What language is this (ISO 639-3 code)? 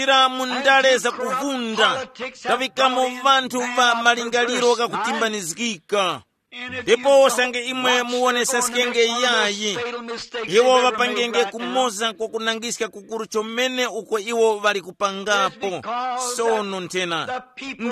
tum